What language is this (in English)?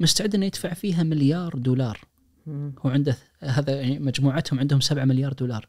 Najdi Arabic